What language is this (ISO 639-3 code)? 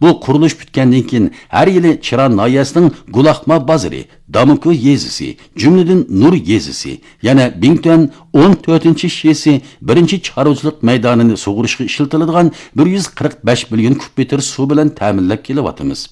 uig